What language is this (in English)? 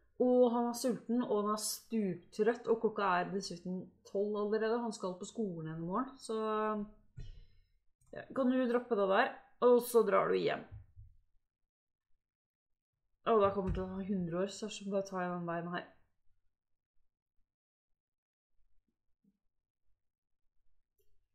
Norwegian